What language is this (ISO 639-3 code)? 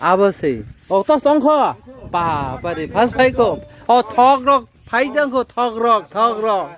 trp